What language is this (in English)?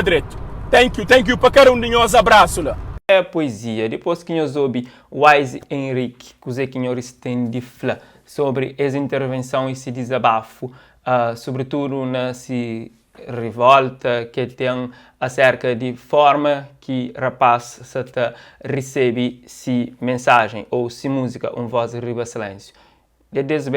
Kabuverdianu